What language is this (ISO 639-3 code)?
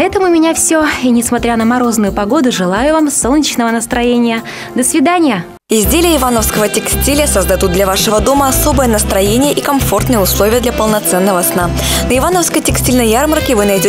rus